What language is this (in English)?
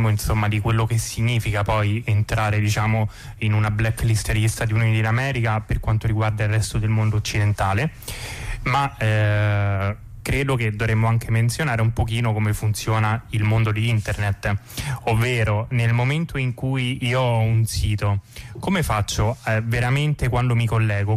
Italian